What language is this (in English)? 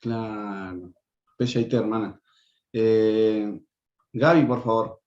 Guarani